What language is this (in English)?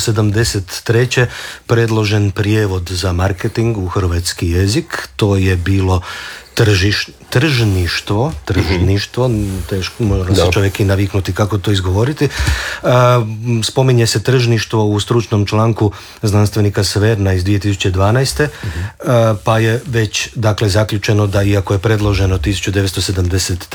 Croatian